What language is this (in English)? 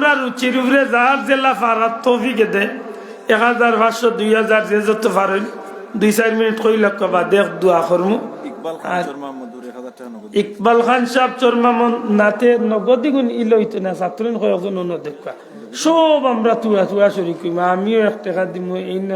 Sylheti